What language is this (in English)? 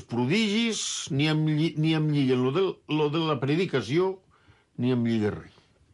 Catalan